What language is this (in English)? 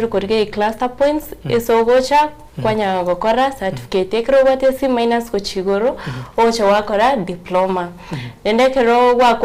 Gusii